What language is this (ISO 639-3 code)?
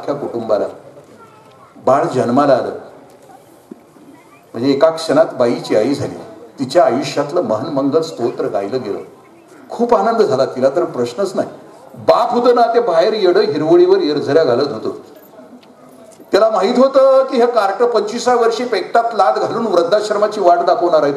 mar